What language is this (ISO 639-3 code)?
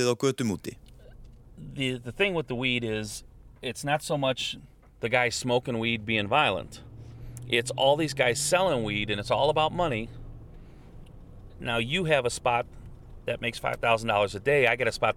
isl